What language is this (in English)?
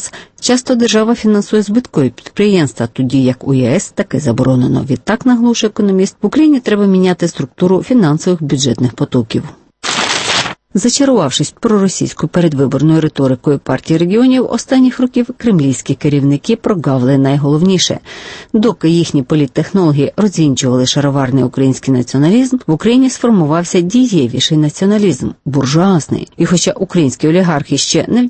Ukrainian